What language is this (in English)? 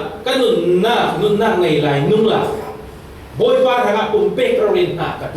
Falam Chin